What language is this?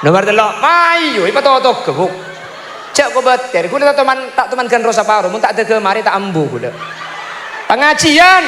Madurese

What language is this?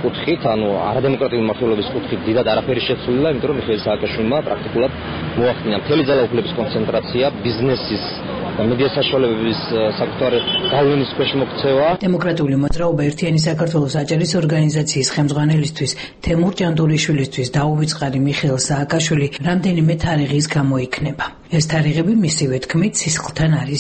Georgian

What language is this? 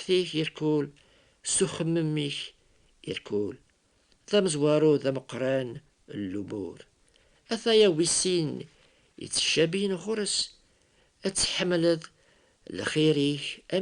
Kabyle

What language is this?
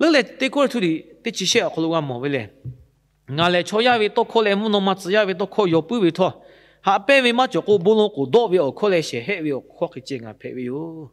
Lahu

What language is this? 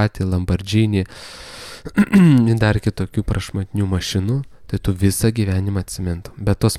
Lithuanian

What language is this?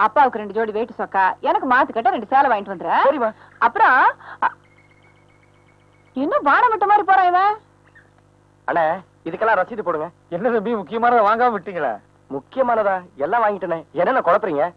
Tamil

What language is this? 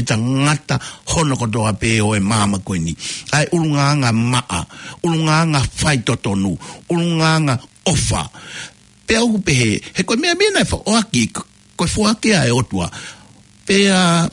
Tongan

